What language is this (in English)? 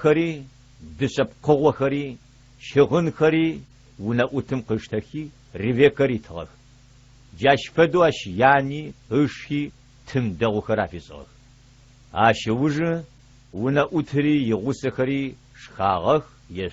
Adyghe